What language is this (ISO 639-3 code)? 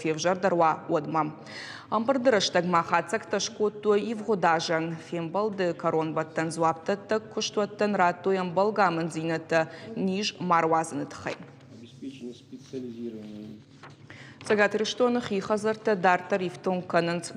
oss